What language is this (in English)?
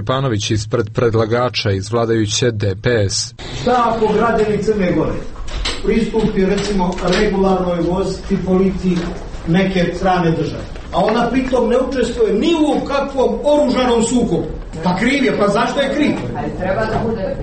Serbian